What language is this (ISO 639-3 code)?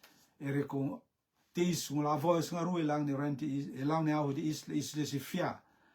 rtm